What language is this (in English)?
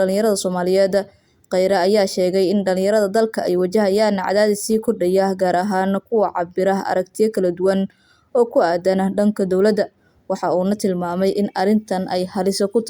Somali